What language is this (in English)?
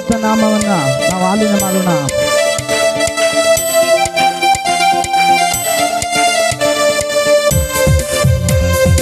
Kannada